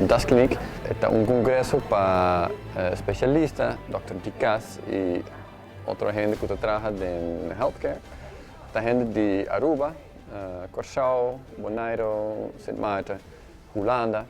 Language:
Papiamento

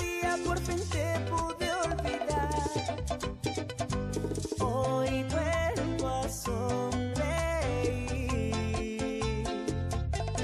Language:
Spanish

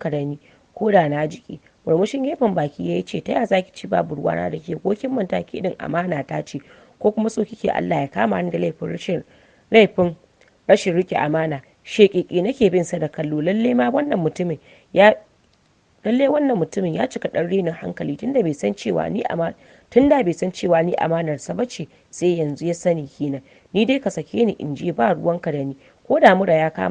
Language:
Hausa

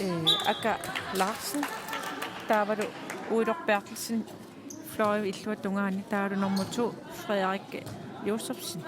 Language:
Kalaallisut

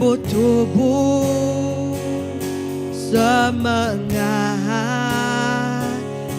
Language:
Iban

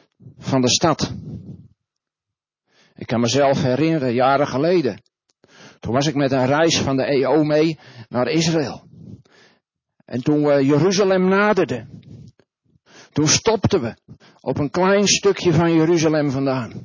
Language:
Dutch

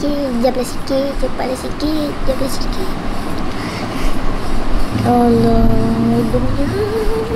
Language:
Malay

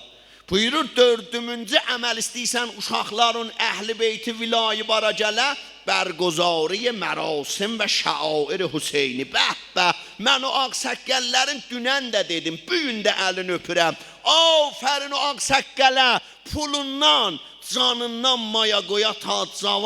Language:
South Azerbaijani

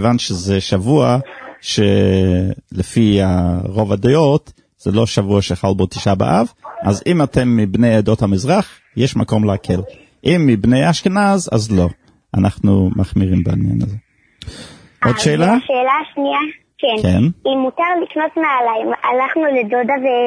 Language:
Hebrew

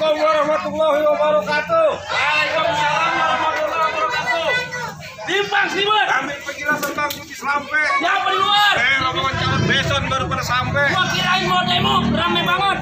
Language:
Betawi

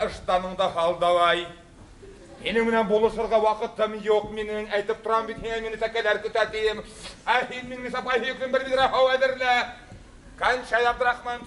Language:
Bashkir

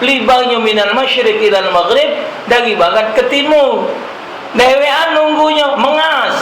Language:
Musi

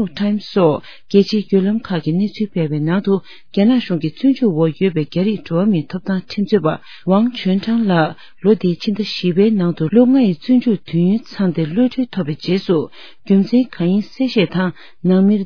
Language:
Tibetan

